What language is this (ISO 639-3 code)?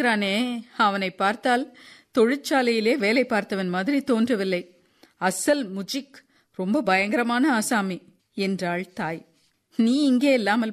tam